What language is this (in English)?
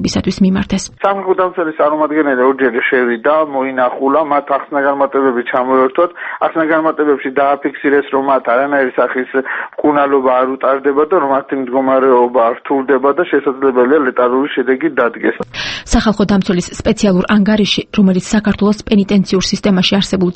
Georgian